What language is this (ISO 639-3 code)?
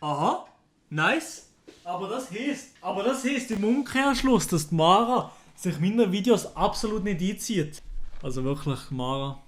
gsw